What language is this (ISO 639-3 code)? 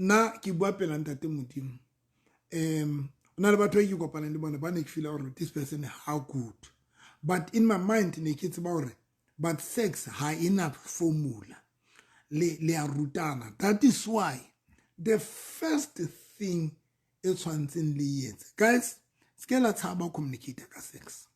sot